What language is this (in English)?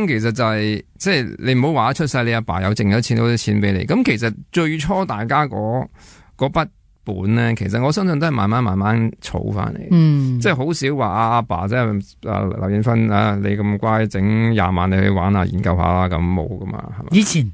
Cantonese